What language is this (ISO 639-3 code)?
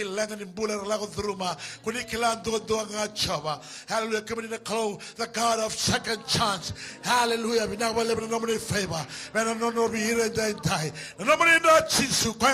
fij